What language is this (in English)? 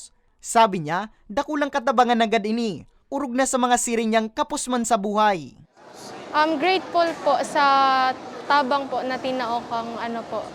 Bikol